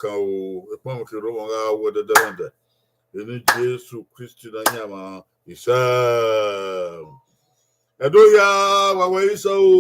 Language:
Bini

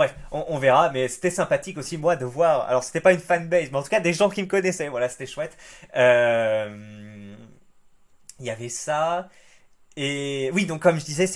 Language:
French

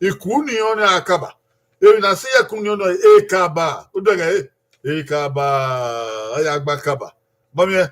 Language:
Bini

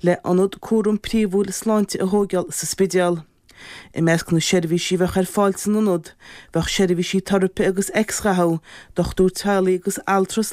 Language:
Irish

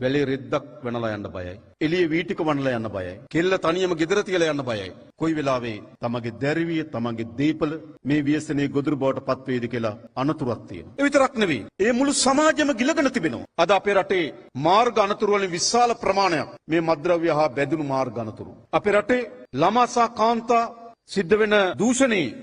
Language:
Sinhala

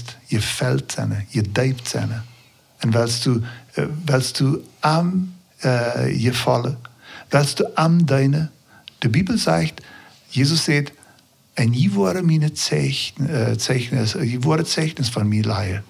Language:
Plautdietsch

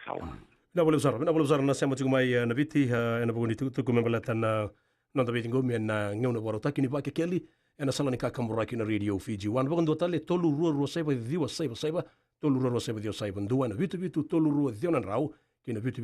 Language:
Fijian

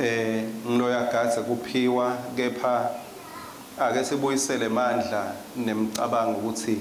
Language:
Swati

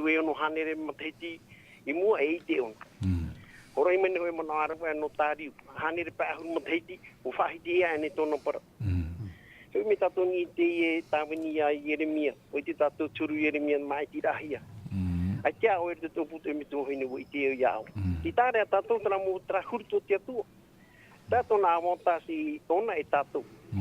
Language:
Tahitian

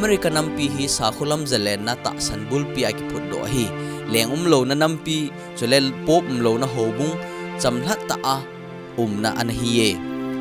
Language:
Thado Chin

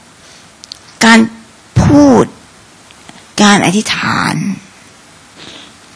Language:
Thai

